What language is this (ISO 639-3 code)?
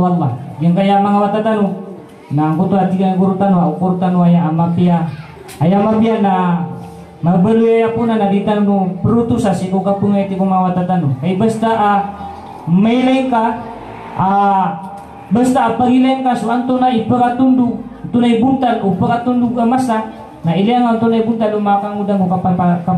mrw